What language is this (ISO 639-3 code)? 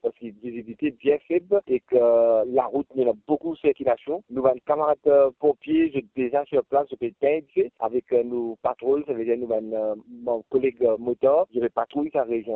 mfe